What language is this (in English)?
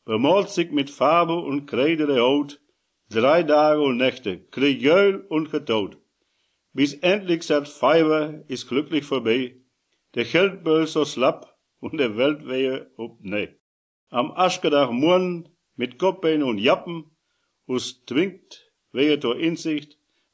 Westphalien